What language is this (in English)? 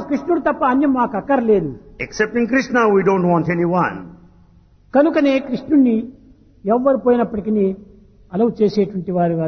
Telugu